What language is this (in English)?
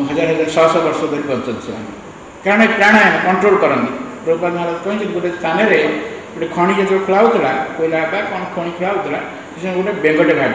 Odia